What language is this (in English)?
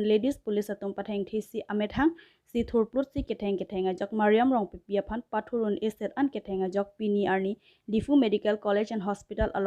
Karbi